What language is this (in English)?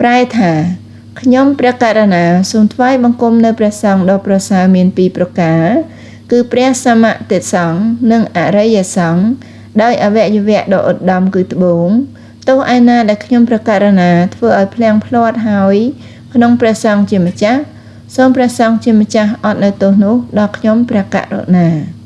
Khmer